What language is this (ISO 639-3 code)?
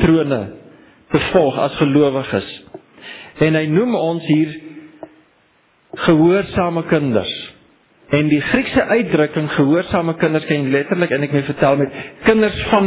afr